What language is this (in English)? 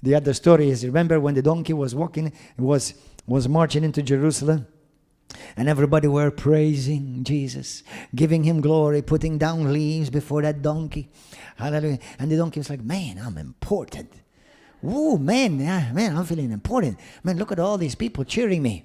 English